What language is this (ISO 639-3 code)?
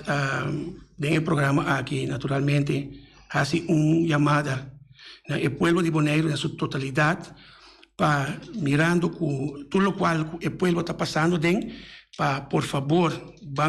pap